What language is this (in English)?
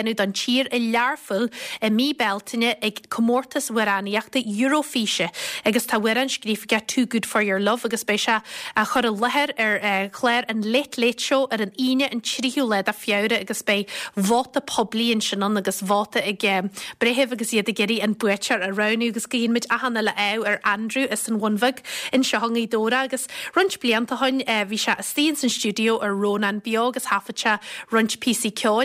Irish